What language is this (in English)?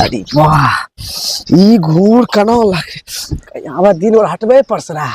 Angika